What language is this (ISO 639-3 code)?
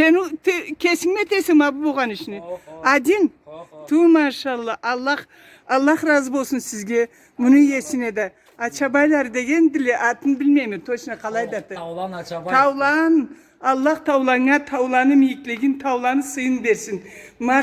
krc